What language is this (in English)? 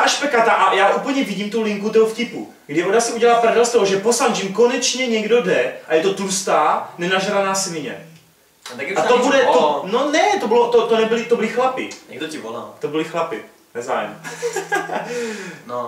Czech